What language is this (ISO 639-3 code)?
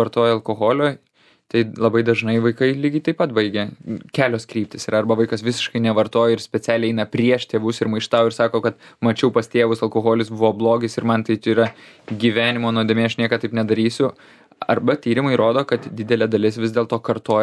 lit